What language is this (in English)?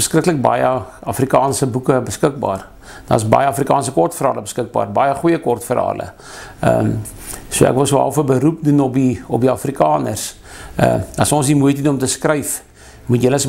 Afrikaans